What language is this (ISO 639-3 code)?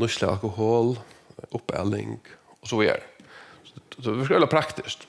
fao